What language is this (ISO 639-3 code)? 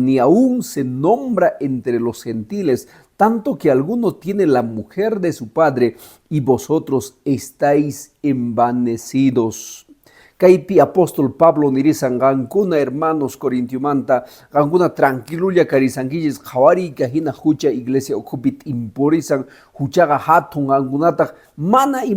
que